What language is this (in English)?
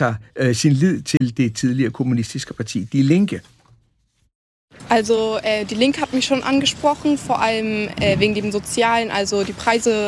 Danish